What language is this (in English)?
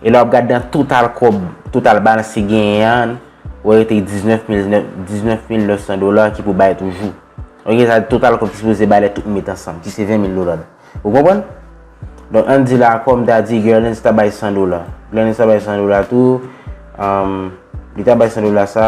Haitian Creole